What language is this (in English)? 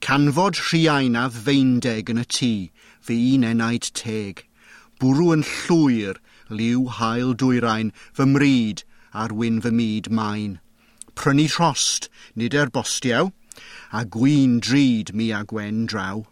Welsh